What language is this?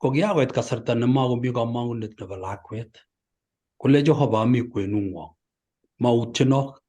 Kalenjin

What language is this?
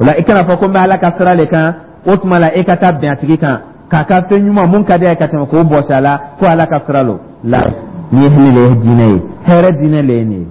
Dyula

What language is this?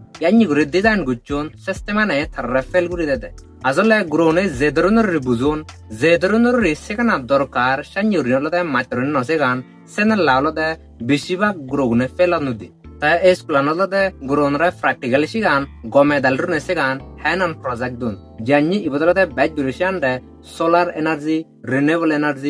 Chakma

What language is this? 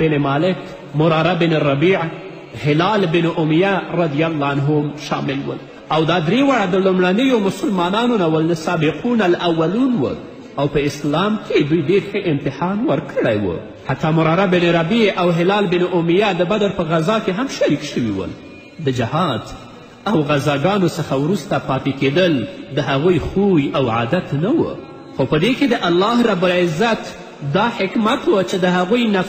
Pashto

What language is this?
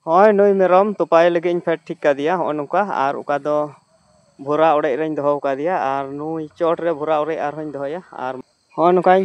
Santali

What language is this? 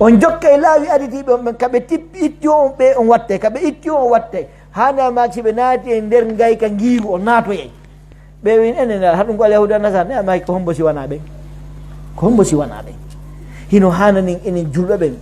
Pular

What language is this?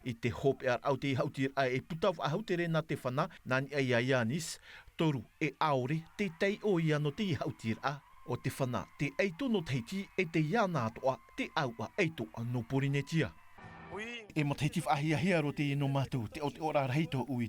Tahitian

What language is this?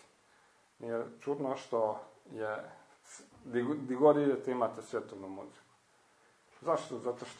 Croatian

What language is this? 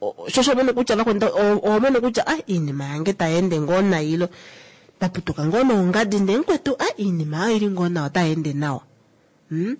Kuanyama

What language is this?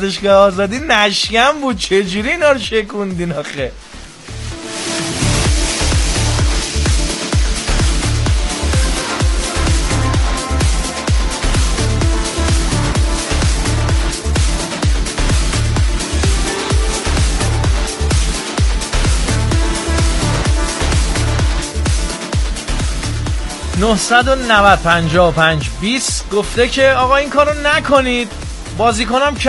Persian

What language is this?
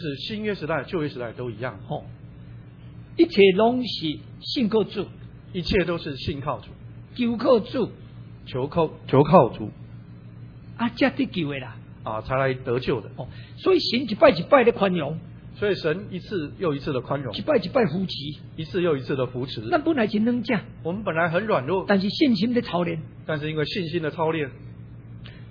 Min Nan Chinese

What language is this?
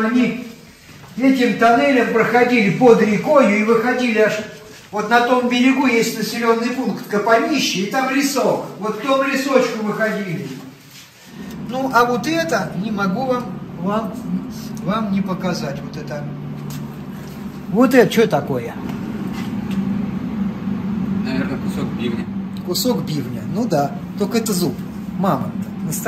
Russian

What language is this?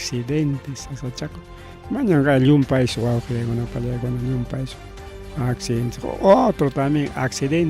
Ayacucho Quechua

